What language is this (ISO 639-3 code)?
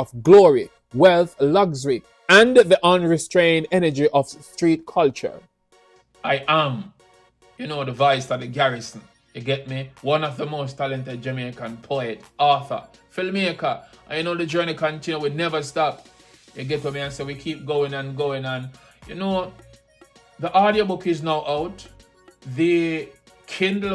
jam